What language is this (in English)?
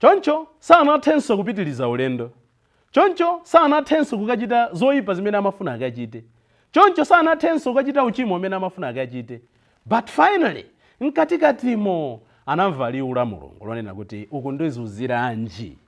Nyanja